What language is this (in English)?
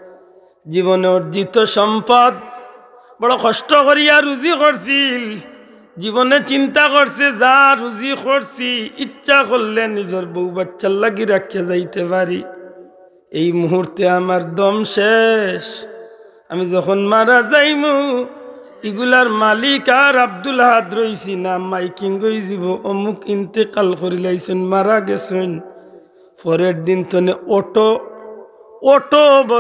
Sylheti